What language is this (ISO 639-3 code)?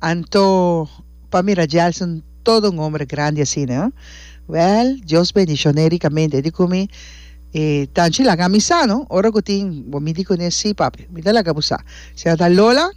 pap